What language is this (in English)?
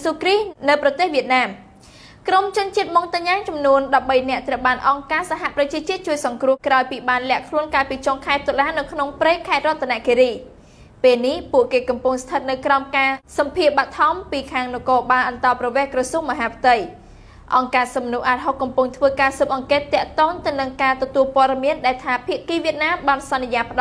Khmer